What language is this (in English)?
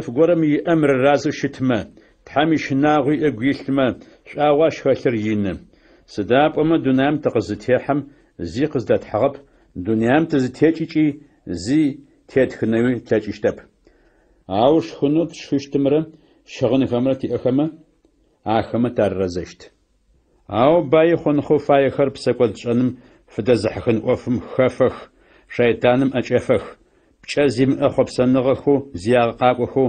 Adyghe